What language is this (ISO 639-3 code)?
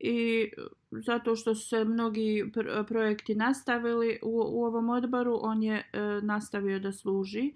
bos